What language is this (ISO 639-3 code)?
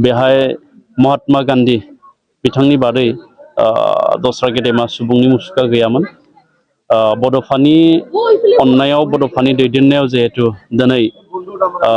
brx